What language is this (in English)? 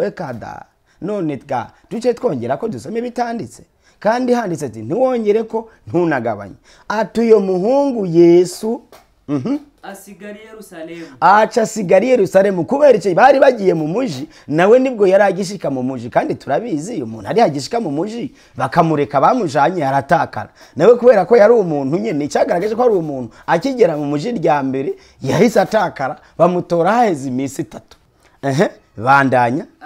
Rundi